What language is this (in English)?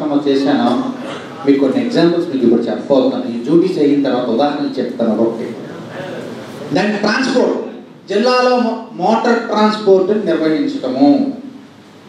Telugu